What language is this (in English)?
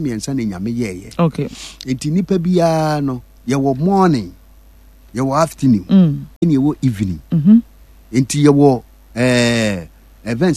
Akan